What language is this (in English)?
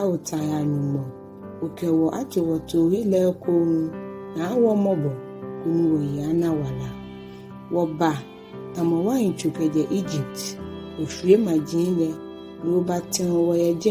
Ga